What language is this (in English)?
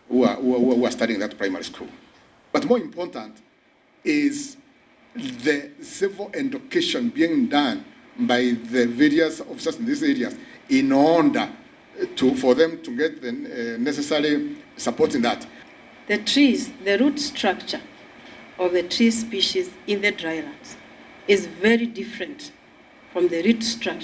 Gusii